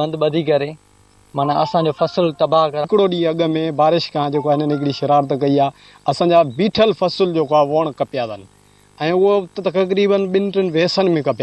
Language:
Sindhi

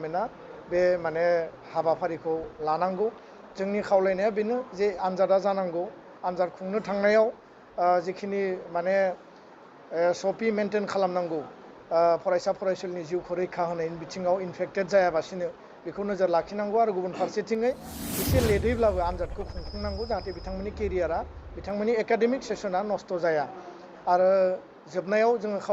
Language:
Bodo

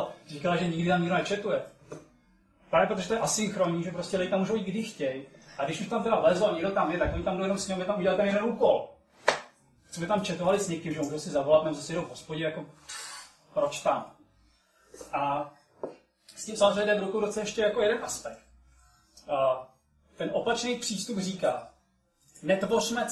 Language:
Czech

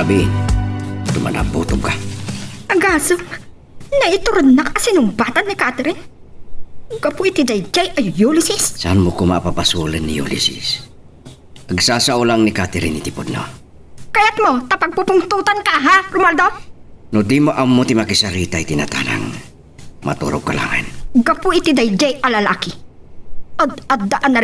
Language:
Iloko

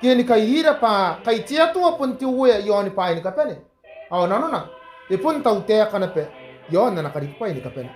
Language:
Gilbertese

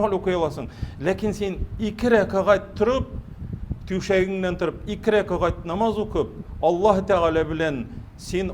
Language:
Tatar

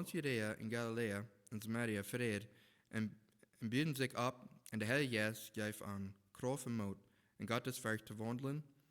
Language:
Plautdietsch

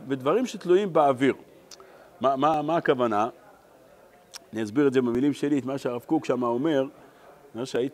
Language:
Hebrew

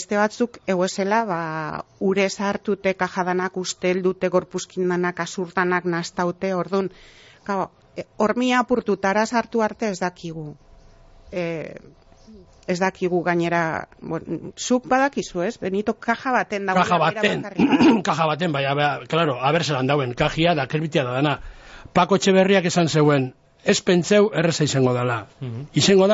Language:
Basque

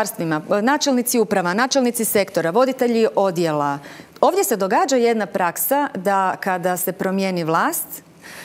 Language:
Croatian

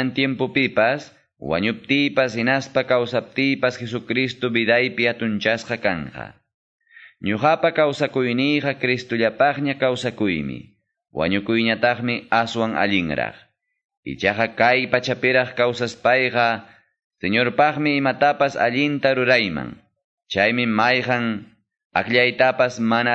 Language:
Quechua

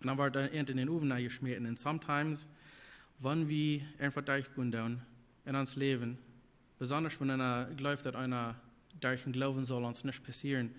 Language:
Plautdietsch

